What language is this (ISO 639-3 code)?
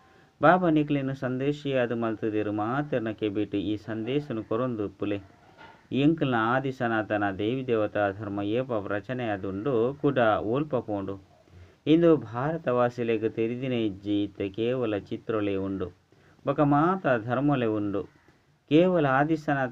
tcy